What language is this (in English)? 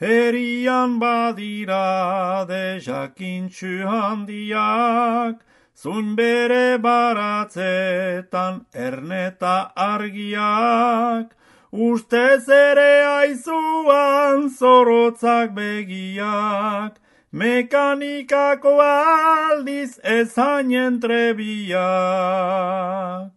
Basque